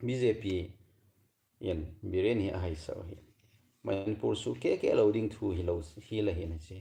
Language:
Thado Chin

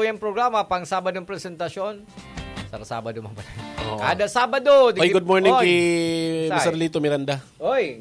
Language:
Bikol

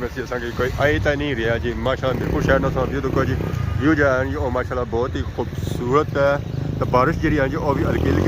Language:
Pahari-Potwari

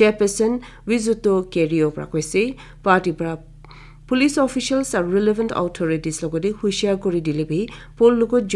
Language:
Naga Pidgin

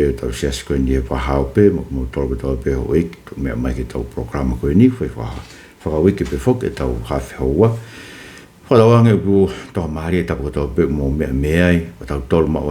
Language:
Tongan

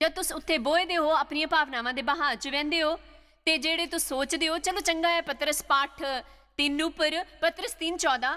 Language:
Dogri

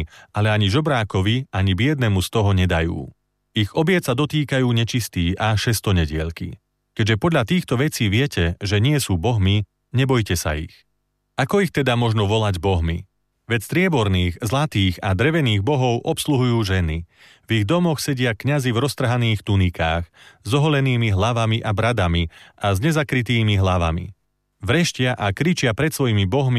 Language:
Slovak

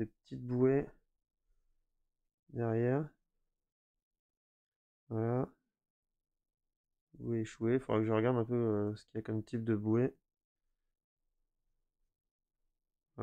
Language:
French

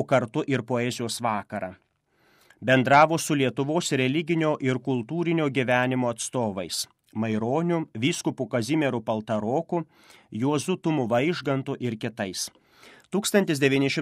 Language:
Lithuanian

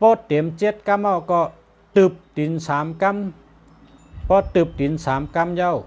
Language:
Shan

